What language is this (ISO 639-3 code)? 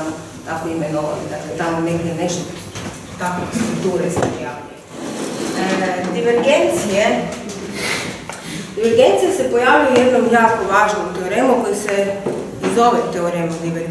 hrv